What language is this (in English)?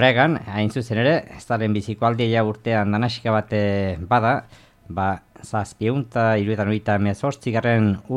Basque